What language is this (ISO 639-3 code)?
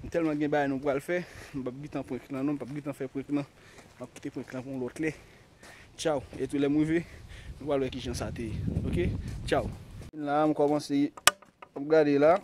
hat